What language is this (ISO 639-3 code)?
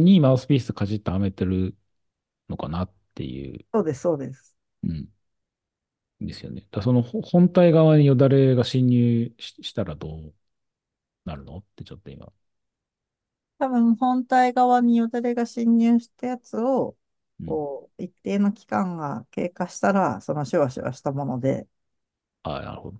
jpn